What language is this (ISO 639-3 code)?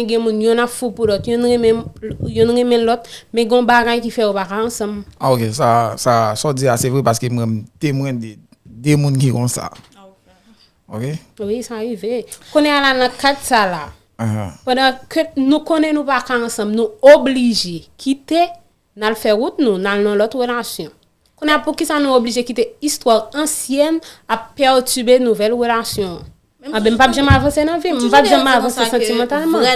hat